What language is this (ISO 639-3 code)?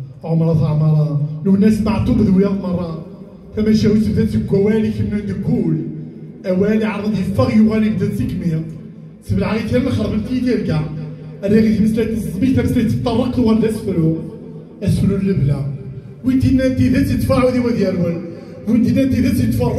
kab